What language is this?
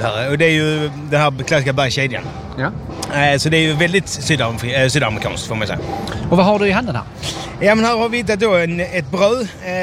Swedish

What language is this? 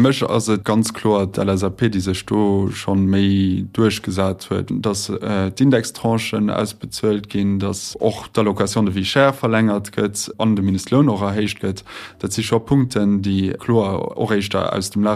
Luxembourgish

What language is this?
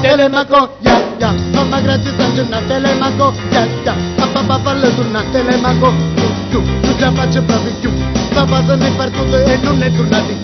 Neapolitan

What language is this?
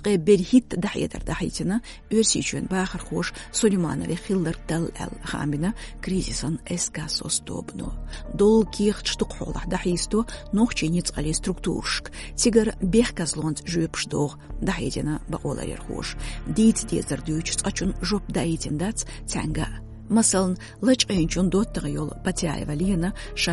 Chechen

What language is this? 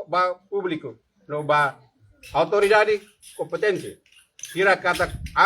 Tetum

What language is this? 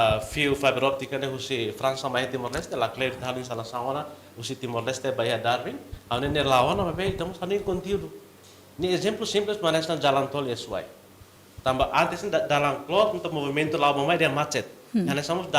Tetum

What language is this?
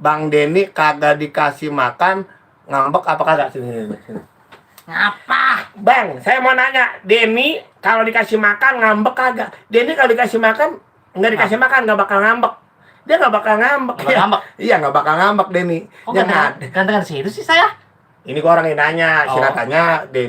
Betawi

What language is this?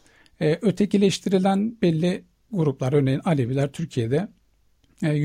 Turkish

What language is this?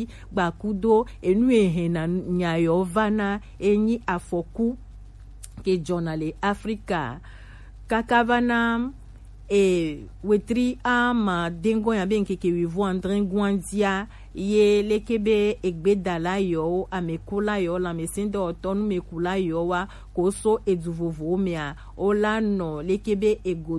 Gen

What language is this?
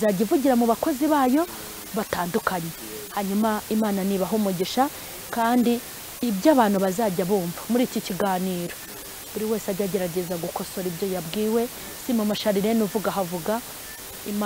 Kinyarwanda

